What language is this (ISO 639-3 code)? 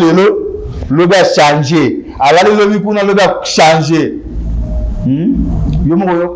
lin